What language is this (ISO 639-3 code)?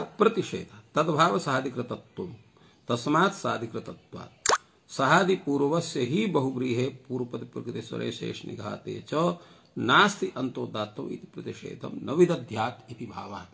san